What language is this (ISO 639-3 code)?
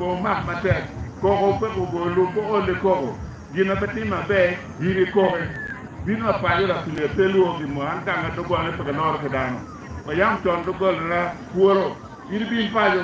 ach